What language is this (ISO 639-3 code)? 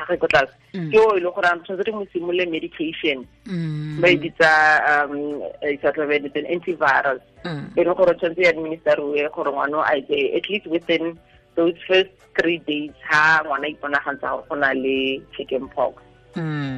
tsn